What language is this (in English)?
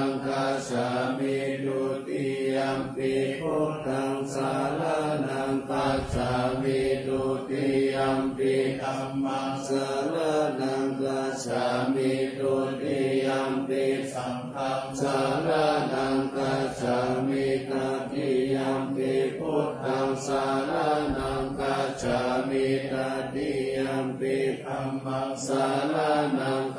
Pali